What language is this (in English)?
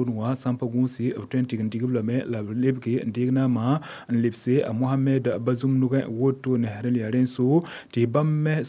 Mossi